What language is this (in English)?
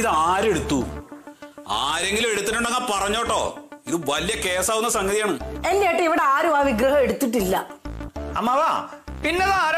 Malayalam